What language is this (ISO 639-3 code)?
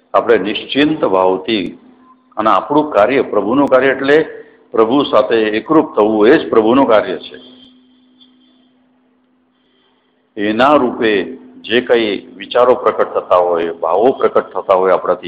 guj